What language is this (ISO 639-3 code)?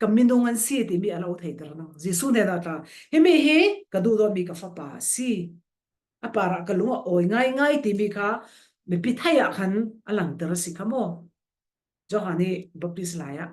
cfm